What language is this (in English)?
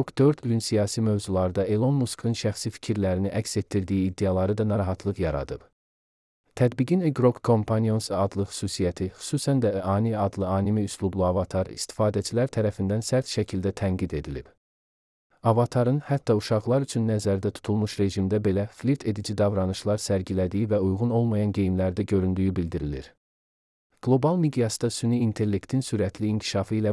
Azerbaijani